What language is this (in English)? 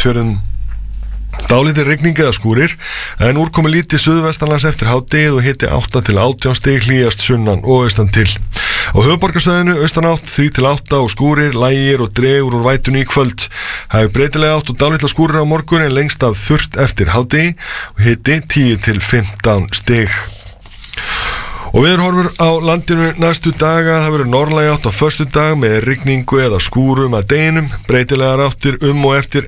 Icelandic